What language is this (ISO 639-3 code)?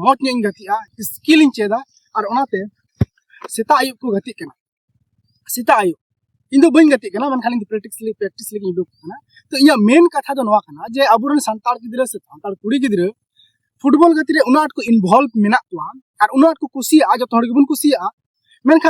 sat